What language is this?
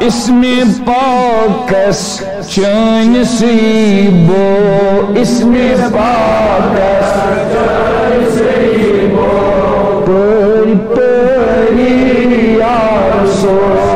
Kashmiri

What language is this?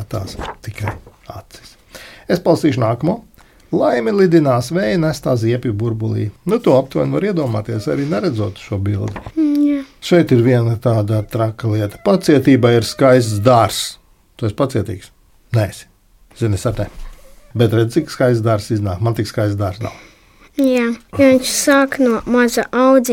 Latvian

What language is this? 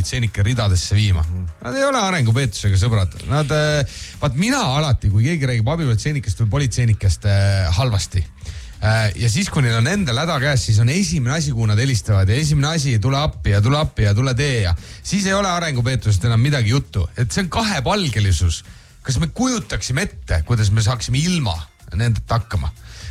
Estonian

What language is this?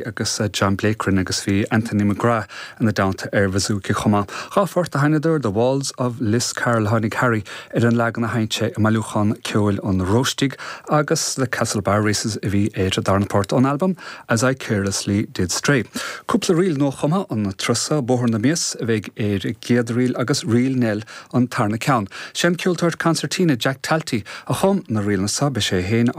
Irish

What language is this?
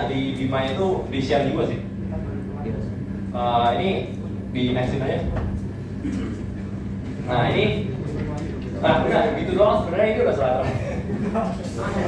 Indonesian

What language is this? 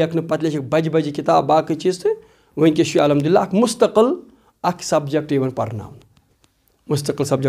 Kashmiri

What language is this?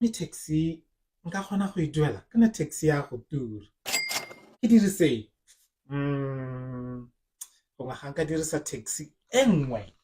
Tswana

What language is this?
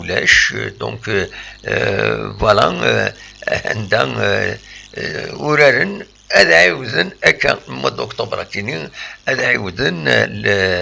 Kabyle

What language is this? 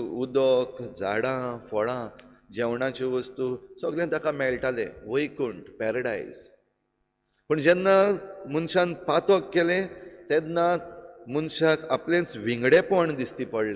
Konkani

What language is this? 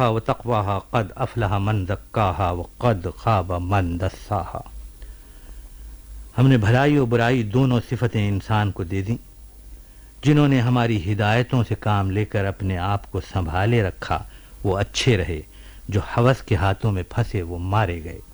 Urdu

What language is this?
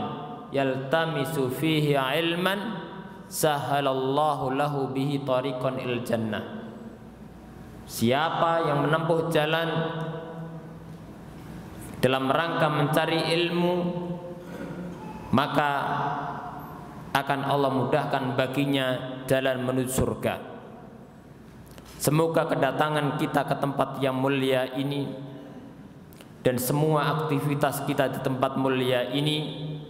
Indonesian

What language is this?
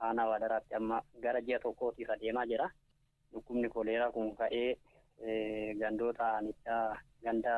Oromo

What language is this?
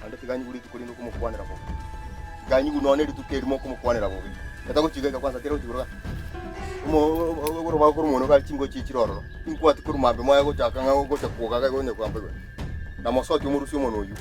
Gusii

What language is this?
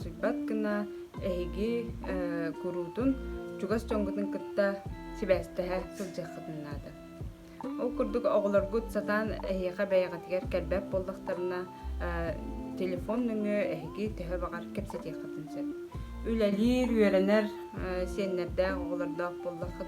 Yakut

